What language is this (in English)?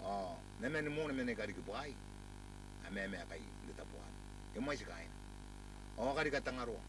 Gilbertese